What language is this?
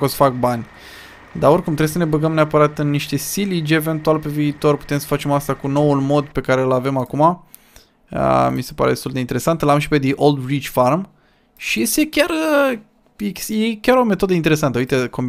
Romanian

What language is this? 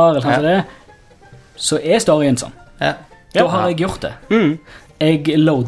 Norwegian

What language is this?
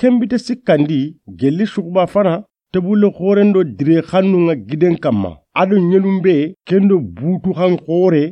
Soninke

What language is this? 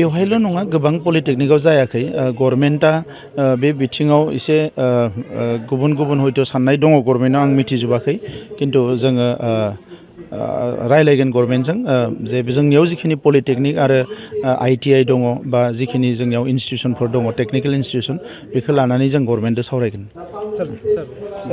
Bodo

